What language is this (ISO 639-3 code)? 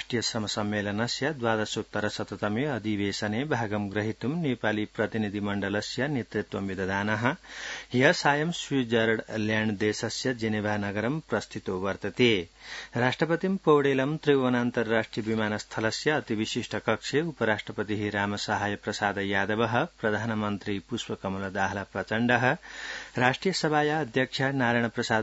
san